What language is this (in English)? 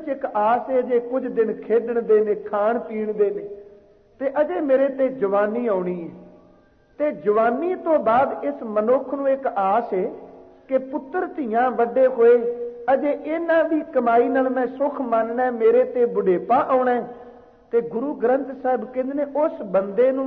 Punjabi